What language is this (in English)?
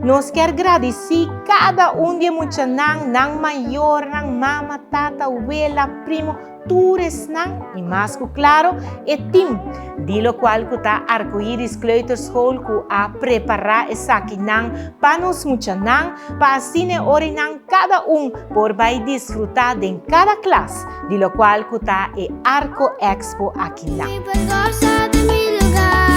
Papiamento